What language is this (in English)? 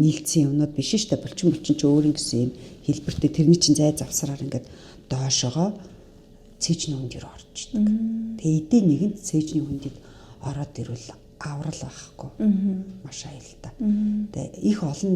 Mongolian